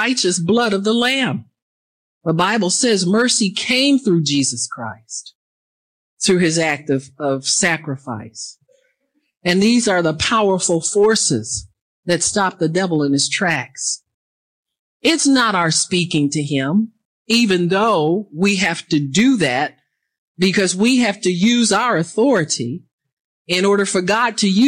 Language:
English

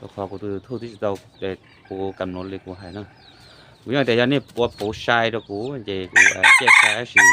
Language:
Hmong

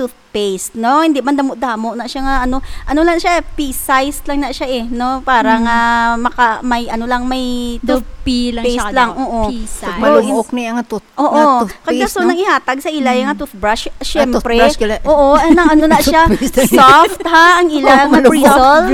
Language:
Hiligaynon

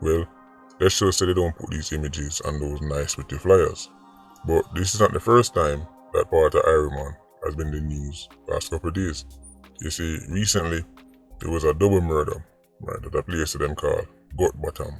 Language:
Jamaican Creole English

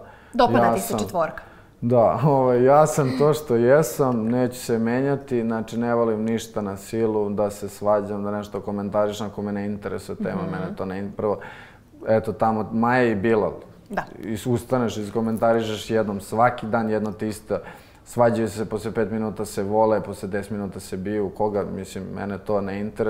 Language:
Serbian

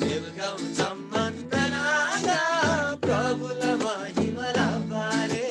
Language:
Eastern Tamang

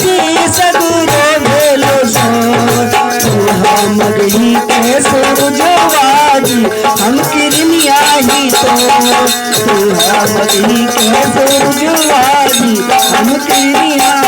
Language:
Magahi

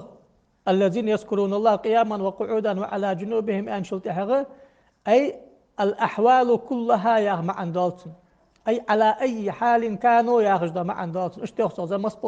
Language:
Ingush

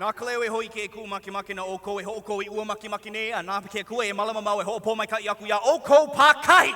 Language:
Hawaiian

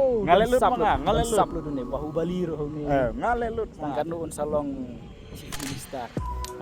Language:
Khasi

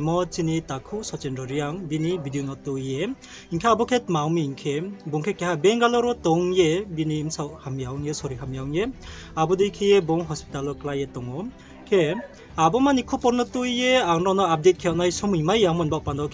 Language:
Riang (India)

